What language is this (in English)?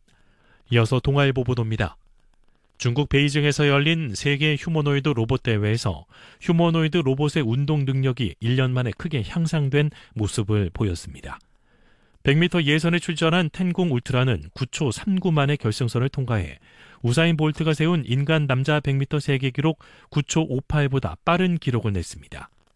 Korean